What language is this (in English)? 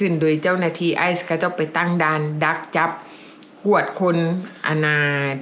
Lao